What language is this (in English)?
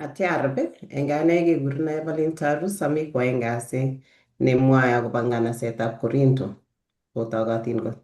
Kalenjin